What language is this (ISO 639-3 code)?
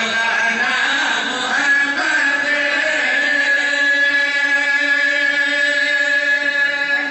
urd